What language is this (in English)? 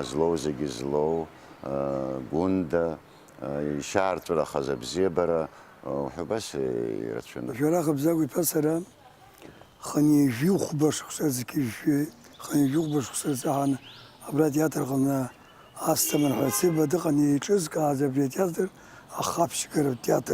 Abkhazian